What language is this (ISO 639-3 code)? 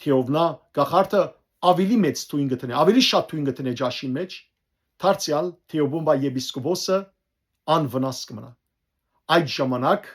hyw